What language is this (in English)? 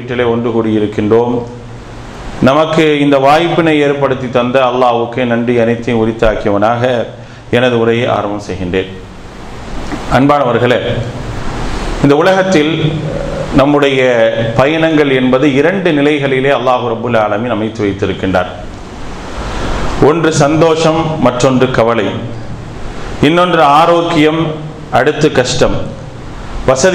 Tamil